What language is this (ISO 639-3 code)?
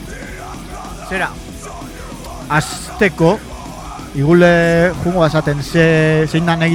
eus